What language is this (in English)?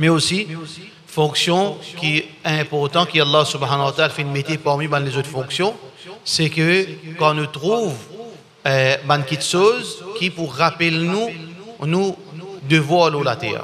Morisyen